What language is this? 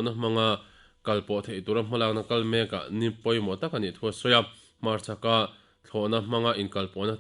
Mizo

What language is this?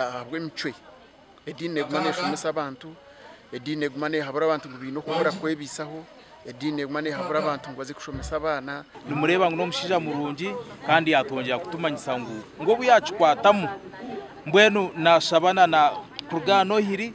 Nyankole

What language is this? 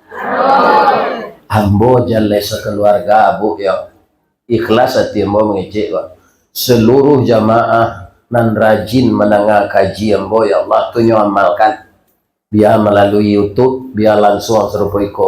Minangkabau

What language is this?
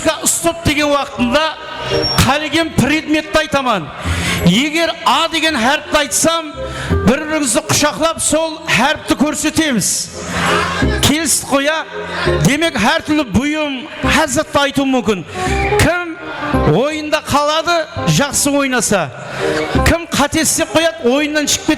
Kara-Kalpak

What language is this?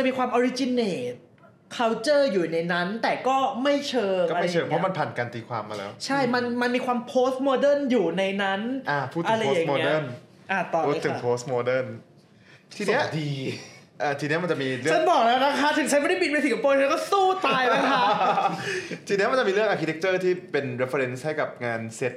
Thai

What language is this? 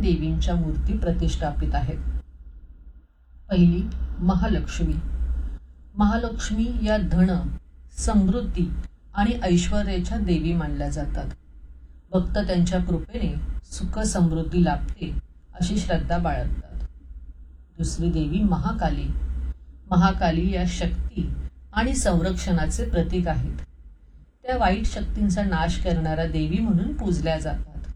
Marathi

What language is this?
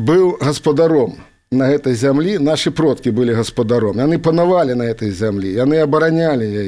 Belarusian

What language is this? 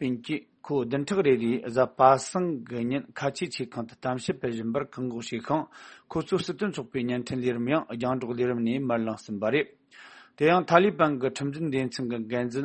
Tibetan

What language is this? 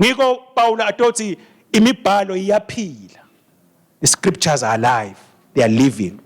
Swati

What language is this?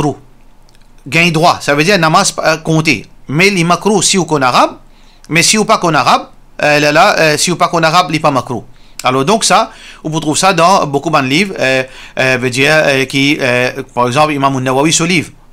Morisyen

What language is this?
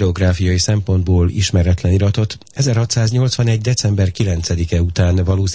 Hungarian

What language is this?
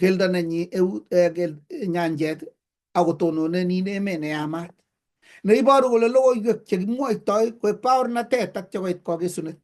Kalenjin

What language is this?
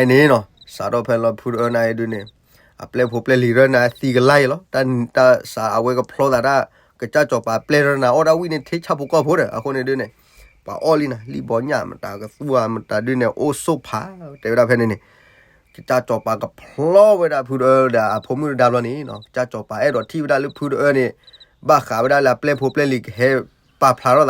S'gaw Karen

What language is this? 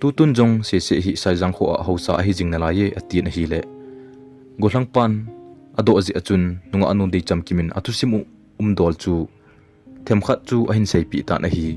Thado Chin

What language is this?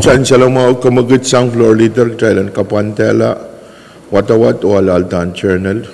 Pohnpeian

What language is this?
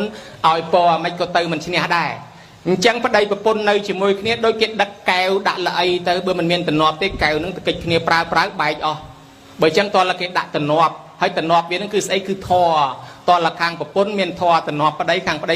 Khmer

